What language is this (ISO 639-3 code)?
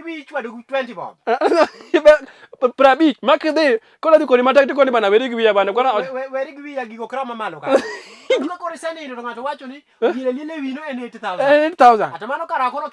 luo